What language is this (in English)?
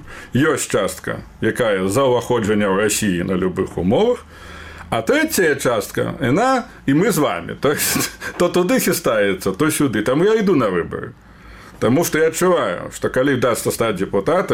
Belarusian